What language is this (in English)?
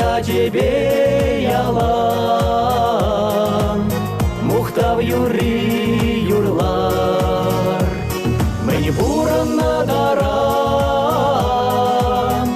Chuvash